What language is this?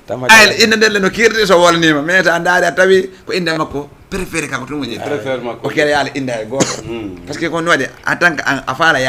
Fula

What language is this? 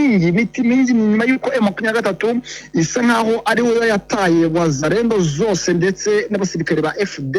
Kinyarwanda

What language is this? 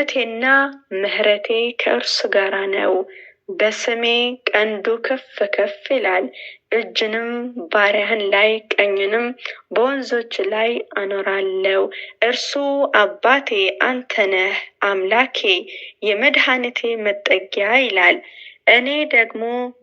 Amharic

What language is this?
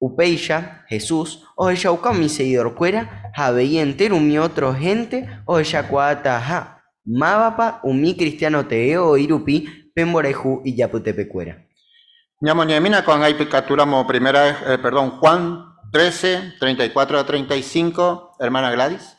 Guarani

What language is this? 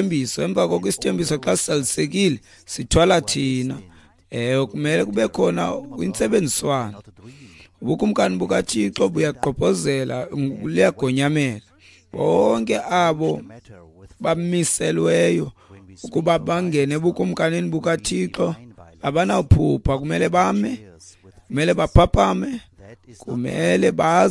Xhosa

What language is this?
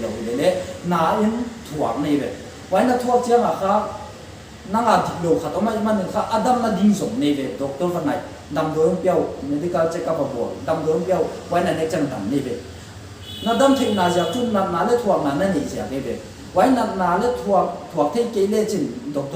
Paite Chin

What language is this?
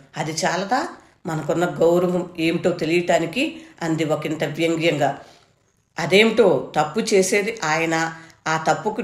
Telugu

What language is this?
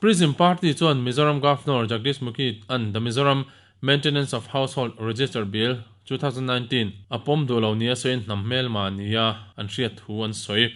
Mizo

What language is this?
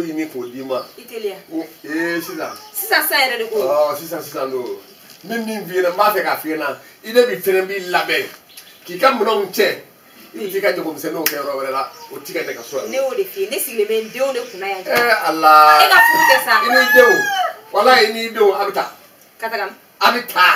Bambara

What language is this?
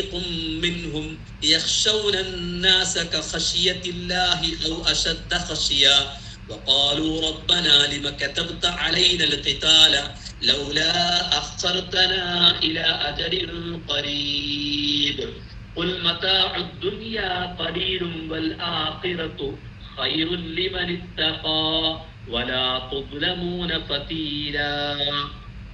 Malayalam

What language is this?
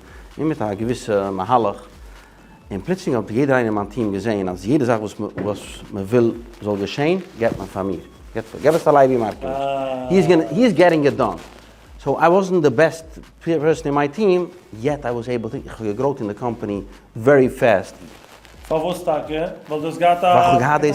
Yiddish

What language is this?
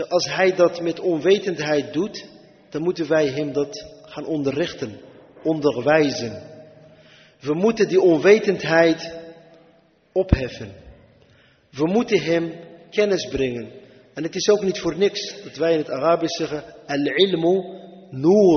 Dutch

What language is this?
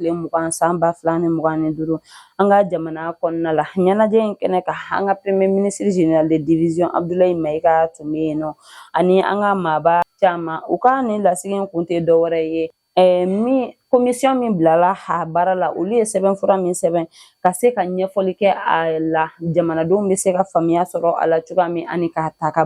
Bambara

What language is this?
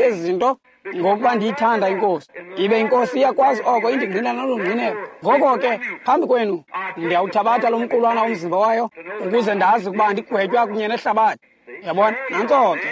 Xhosa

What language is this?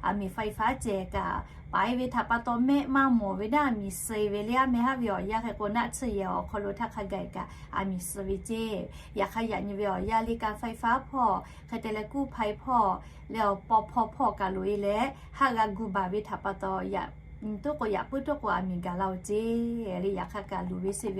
Lahu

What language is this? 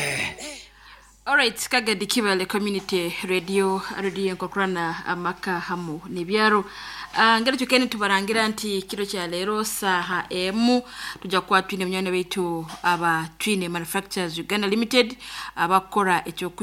Nyoro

